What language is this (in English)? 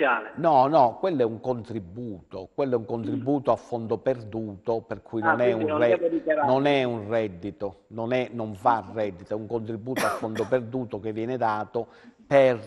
Italian